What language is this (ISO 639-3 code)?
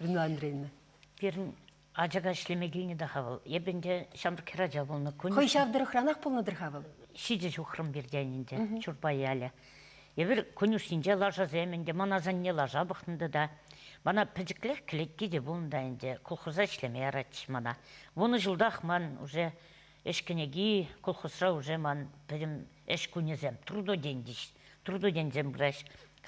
chv